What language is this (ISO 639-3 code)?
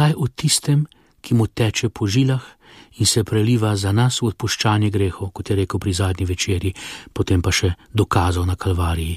slv